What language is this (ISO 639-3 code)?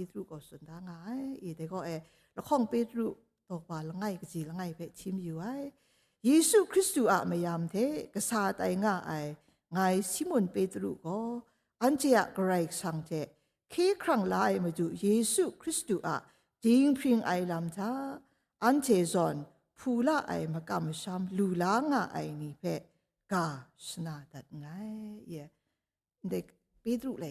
kac